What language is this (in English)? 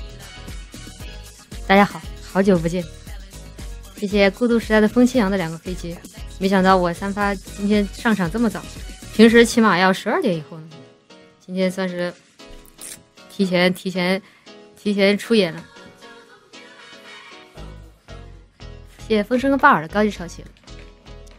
Chinese